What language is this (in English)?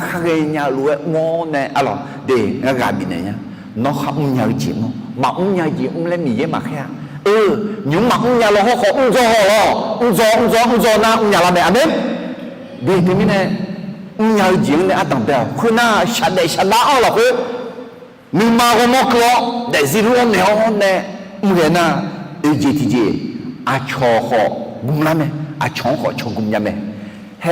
Akha